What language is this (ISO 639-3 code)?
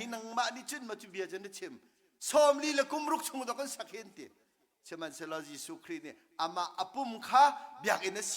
cnh